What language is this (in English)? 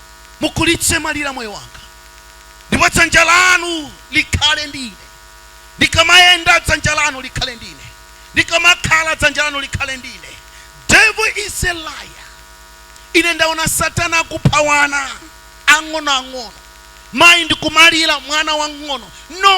Nyanja